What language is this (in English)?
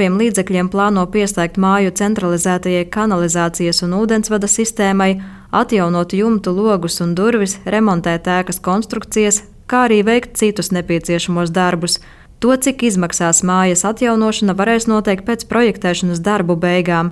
Latvian